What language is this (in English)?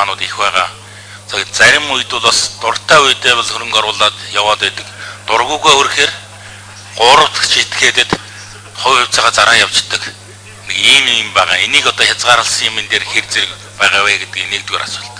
Mongolian